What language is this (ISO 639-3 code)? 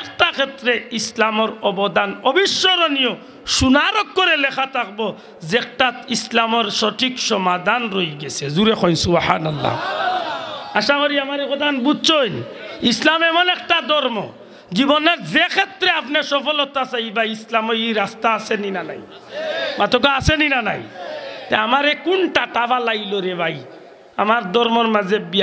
syl